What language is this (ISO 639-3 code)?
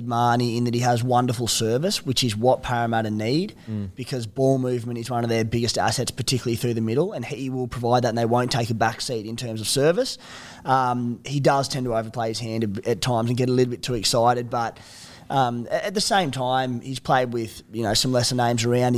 eng